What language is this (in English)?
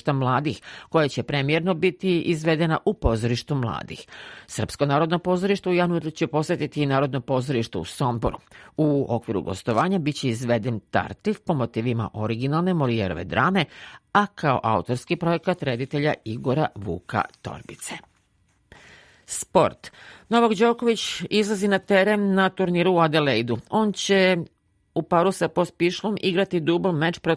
Serbian